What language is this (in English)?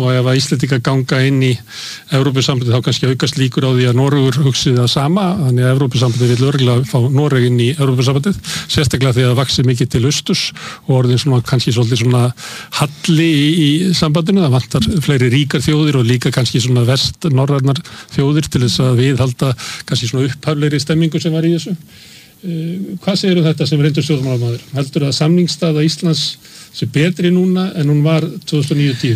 Icelandic